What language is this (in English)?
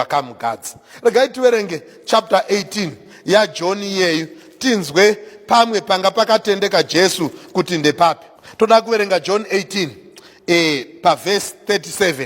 Shona